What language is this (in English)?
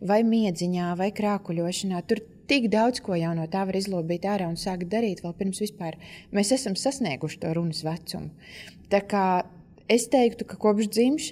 Latvian